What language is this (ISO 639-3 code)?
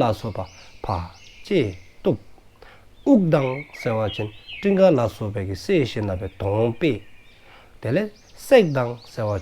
dzo